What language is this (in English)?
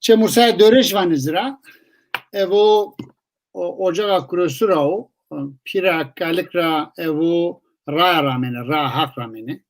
Zaza